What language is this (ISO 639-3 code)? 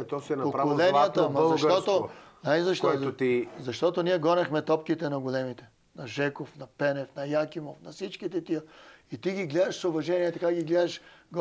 bul